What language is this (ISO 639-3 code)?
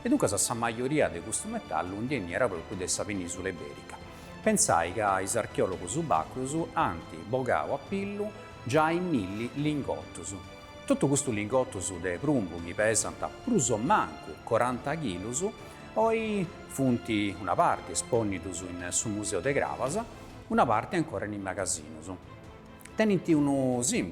srd